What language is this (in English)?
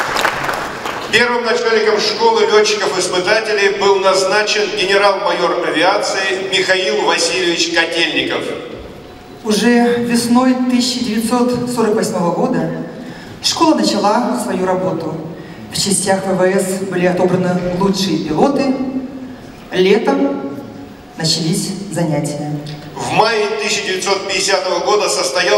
Russian